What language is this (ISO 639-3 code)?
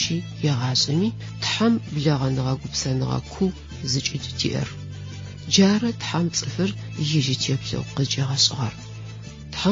ady